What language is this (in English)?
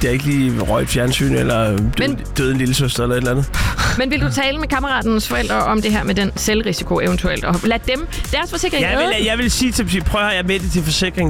Danish